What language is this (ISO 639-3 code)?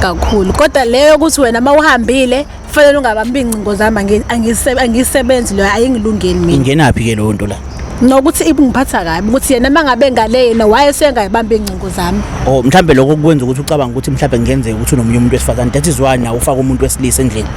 zul